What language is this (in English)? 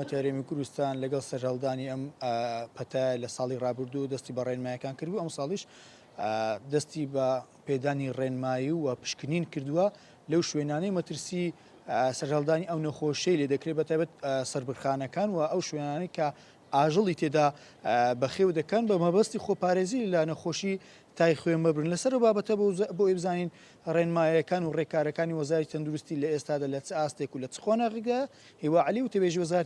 Central Kurdish